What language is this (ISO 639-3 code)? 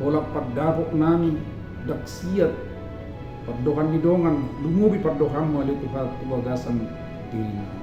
bbc